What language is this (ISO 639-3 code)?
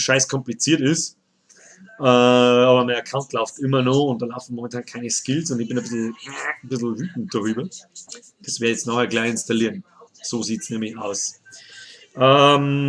bar